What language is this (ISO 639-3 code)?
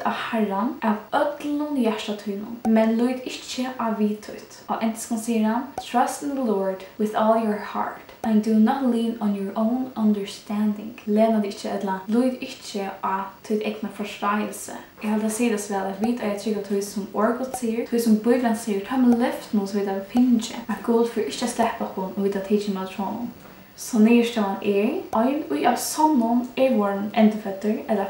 fao